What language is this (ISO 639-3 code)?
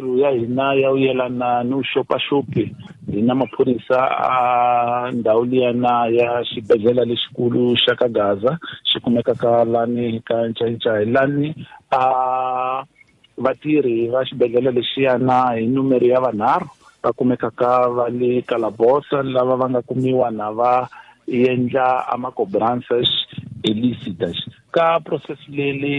tso